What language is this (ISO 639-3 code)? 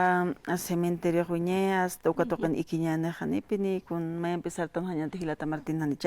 aym